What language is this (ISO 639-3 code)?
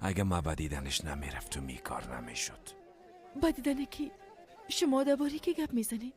fas